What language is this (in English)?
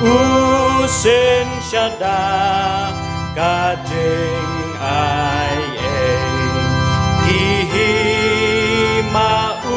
Khasi